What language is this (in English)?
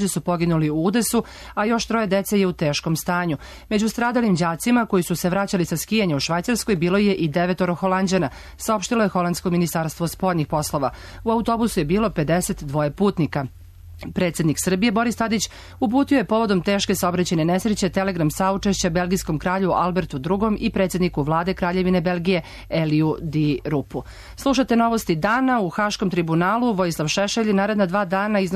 Serbian